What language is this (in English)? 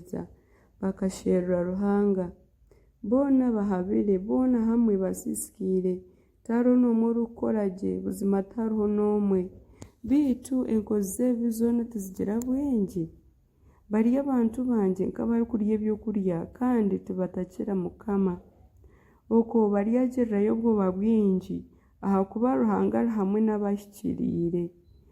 Nyankole